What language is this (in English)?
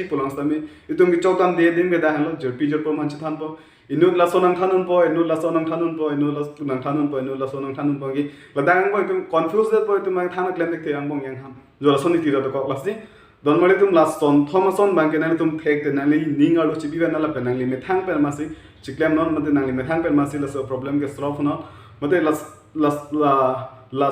Karbi